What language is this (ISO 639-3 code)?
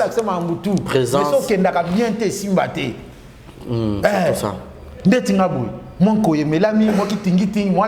lin